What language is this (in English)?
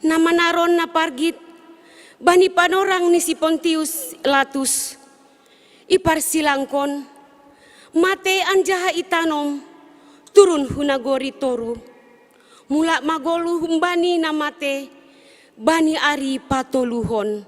Batak Simalungun